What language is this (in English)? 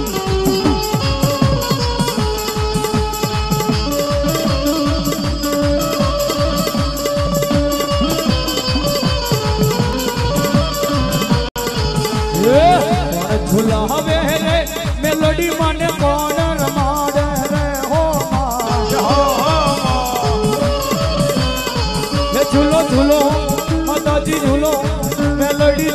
Gujarati